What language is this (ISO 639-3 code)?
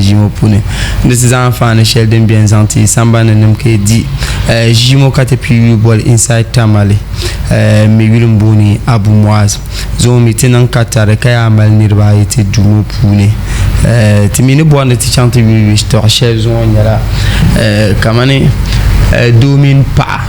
dag